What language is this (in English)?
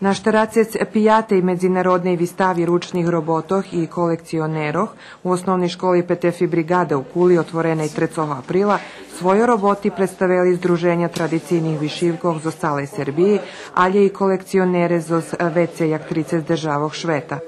Rusyn